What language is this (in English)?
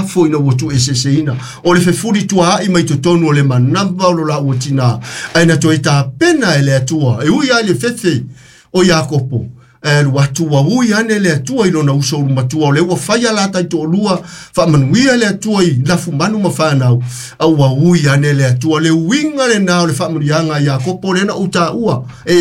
Samoan